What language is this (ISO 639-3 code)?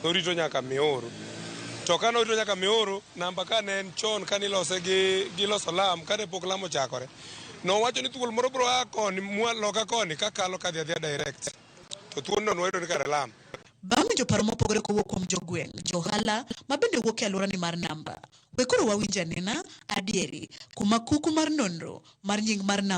luo